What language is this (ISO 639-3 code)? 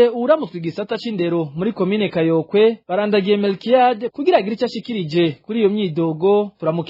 run